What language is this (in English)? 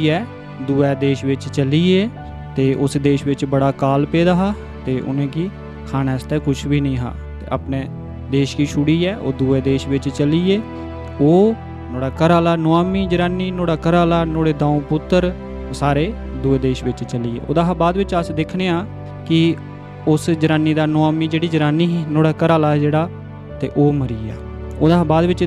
Dogri